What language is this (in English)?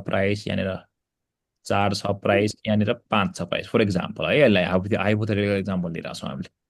Nepali